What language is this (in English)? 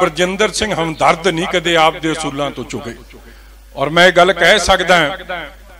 Punjabi